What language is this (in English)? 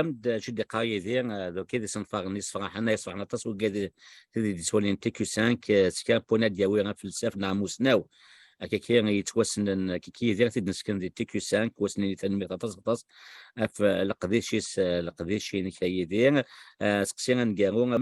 Kabyle